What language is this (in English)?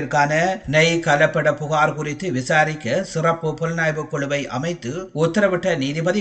Tamil